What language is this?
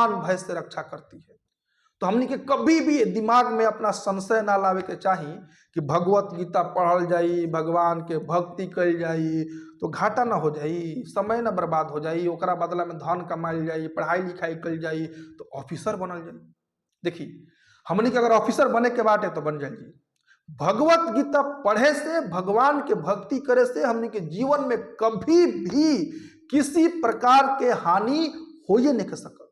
Bhojpuri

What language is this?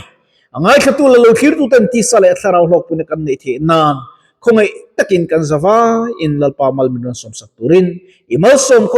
Mizo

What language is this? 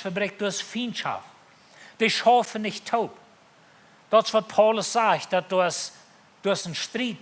Plautdietsch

